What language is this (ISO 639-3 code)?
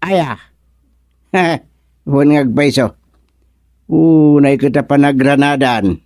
ilo